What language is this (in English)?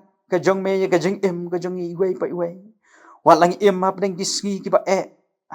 Khasi